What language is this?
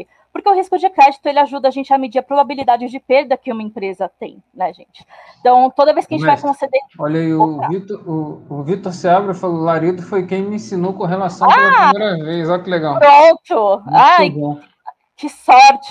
Portuguese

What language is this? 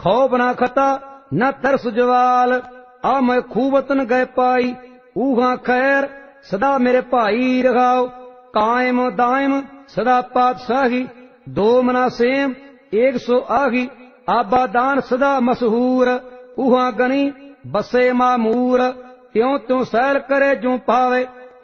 Punjabi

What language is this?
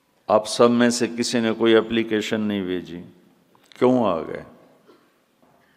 Urdu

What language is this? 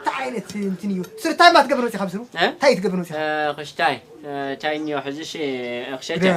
Tigrinya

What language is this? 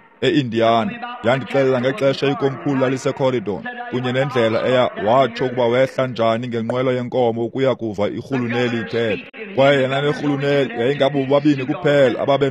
Xhosa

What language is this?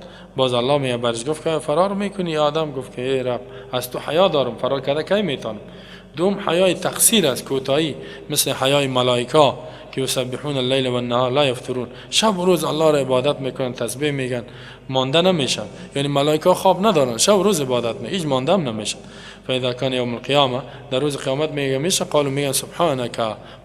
Persian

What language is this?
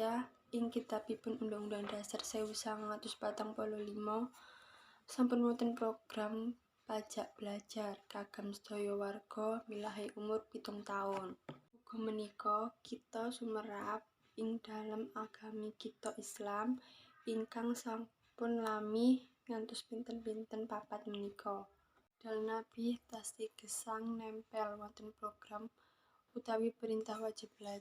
Javanese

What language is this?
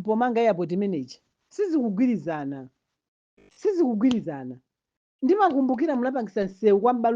Nyanja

